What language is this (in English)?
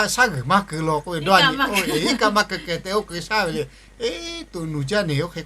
Lahu